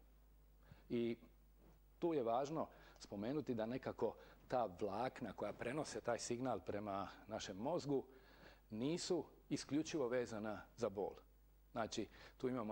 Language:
Croatian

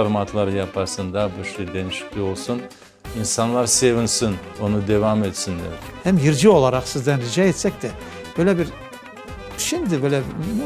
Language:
Crimean Tatar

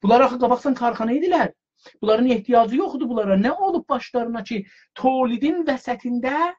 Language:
South Azerbaijani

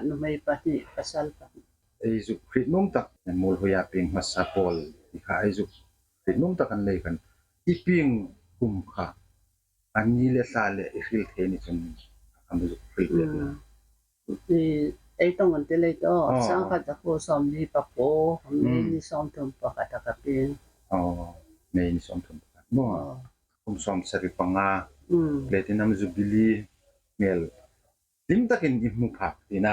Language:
Hmar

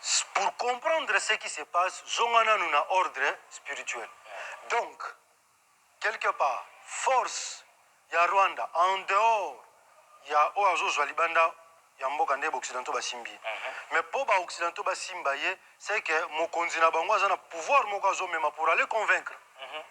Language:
Lingala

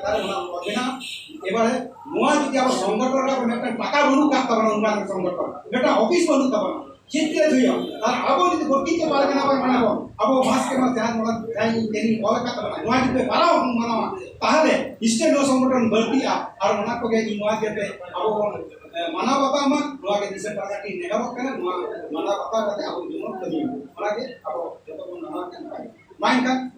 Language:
Santali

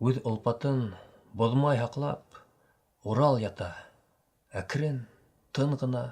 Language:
Bashkir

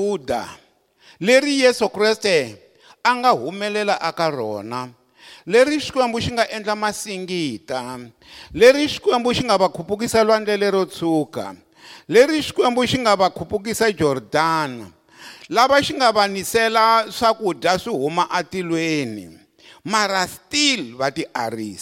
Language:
Tsonga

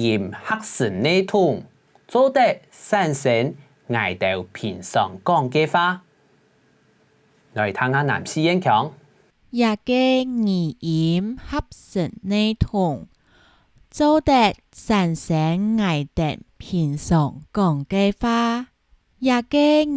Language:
Hakka Chinese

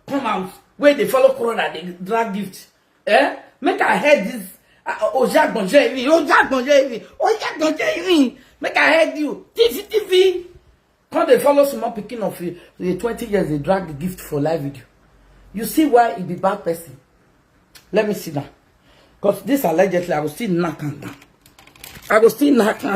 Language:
Nigerian Pidgin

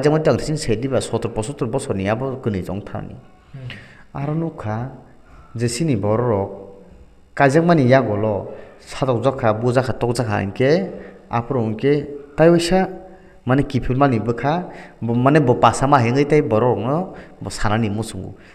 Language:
Kok Borok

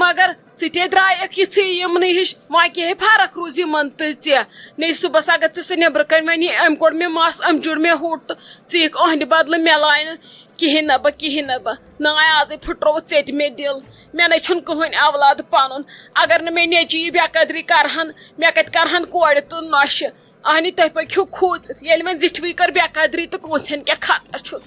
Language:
Kashmiri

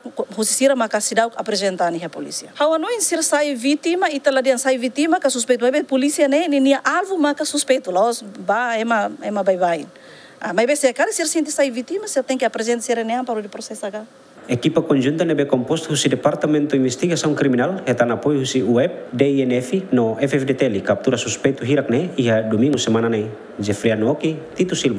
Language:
Tetum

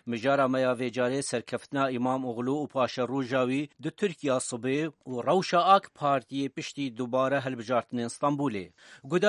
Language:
Kurdish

